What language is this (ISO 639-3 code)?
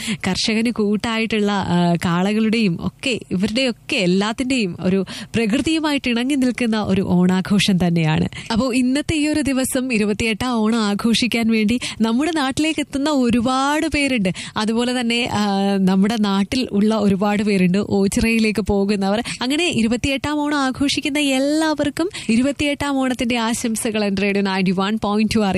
mal